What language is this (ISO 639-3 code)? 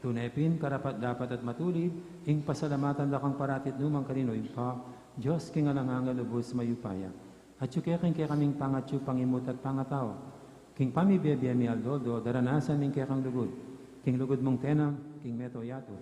pam